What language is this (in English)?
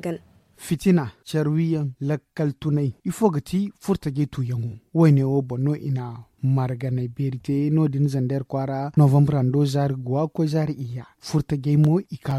Zarma